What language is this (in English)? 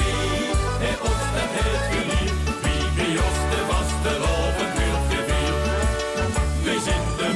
Dutch